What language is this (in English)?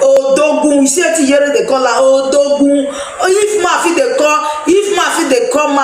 Nigerian Pidgin